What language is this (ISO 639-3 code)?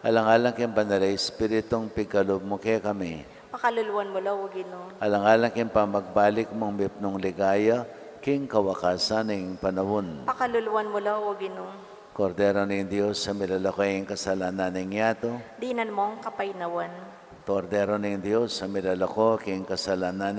pam